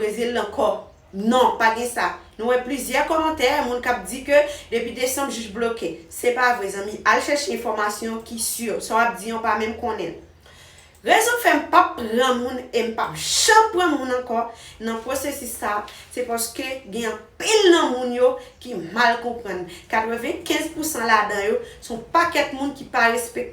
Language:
Haitian Creole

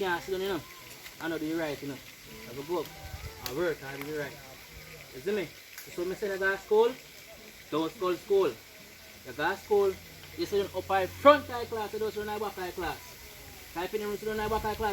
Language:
Jamaican Creole English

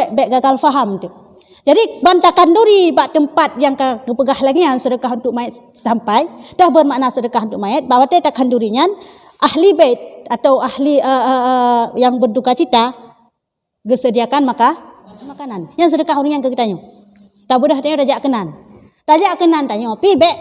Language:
Achinese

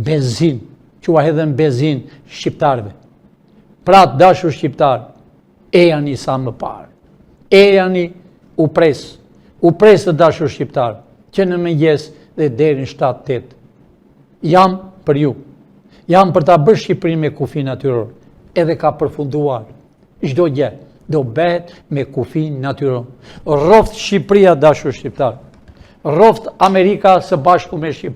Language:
Albanian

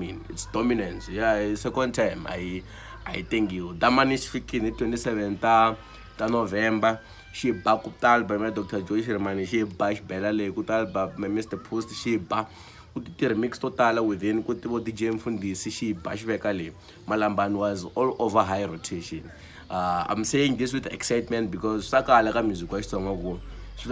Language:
Tsonga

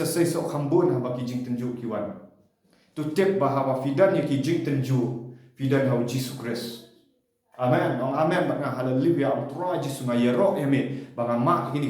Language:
Khasi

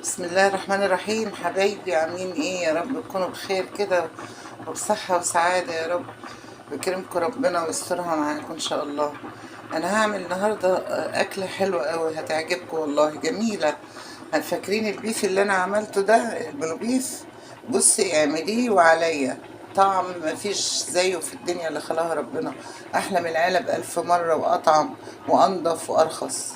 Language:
Egyptian Arabic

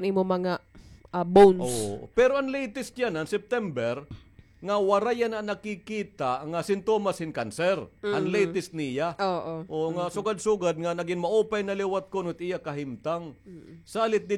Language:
Waray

